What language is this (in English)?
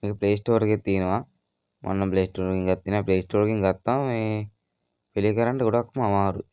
Sinhala